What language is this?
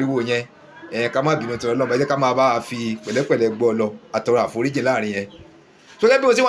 Yoruba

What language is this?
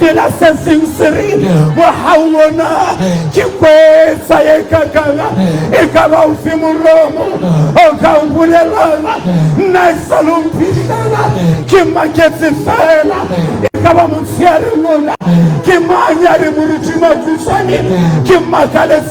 Southern Sotho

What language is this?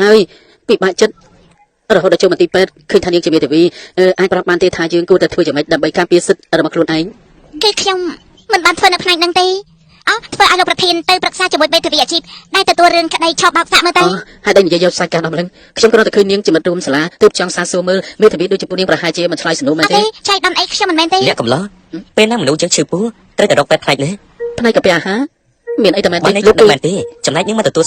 Khmer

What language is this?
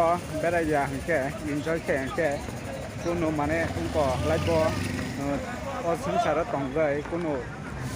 Kok Borok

